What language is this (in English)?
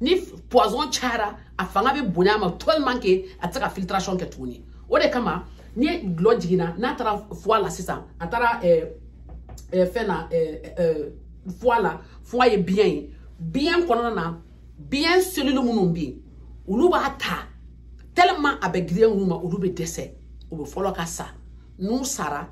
Bambara